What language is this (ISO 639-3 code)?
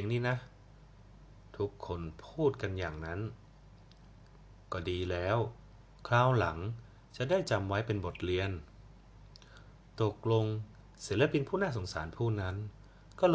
tha